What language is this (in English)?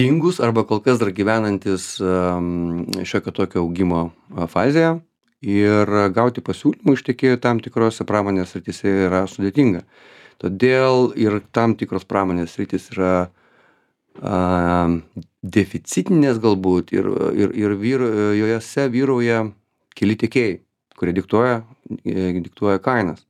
Lithuanian